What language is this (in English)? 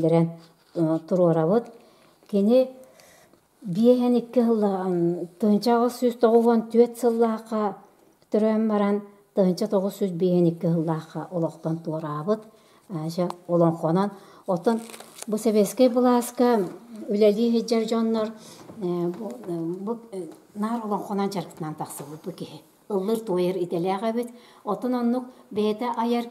Yakut